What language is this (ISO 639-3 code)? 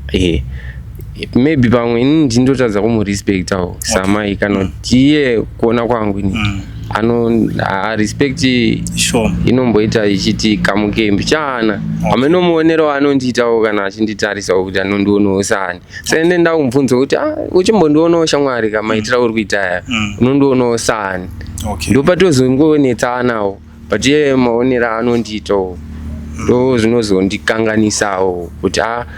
sna